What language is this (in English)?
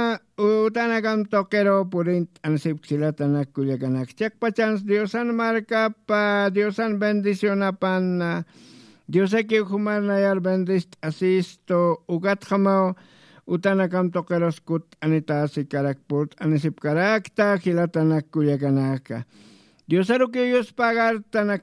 Aymara